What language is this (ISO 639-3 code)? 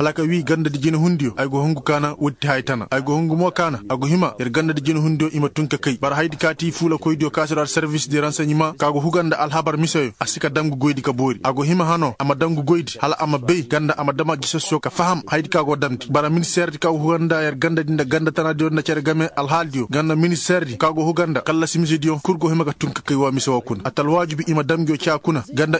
ses